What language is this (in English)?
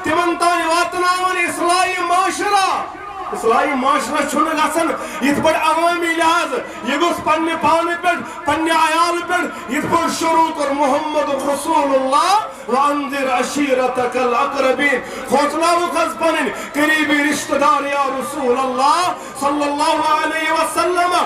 Kashmiri